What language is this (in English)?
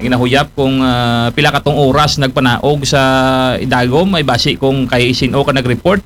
Aklanon